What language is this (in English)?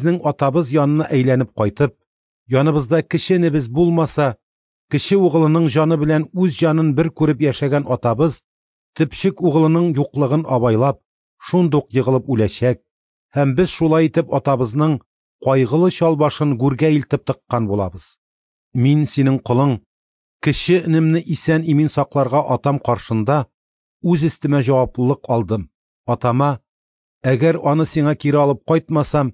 Tatar